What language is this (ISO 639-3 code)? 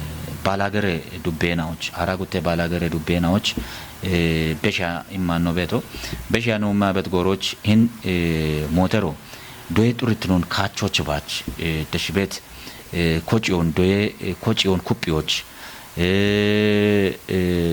kbr